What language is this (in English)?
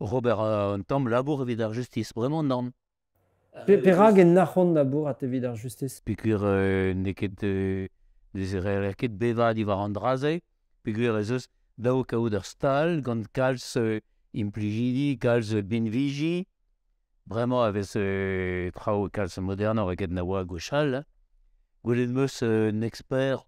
Breton